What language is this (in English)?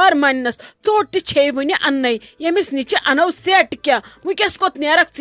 Kashmiri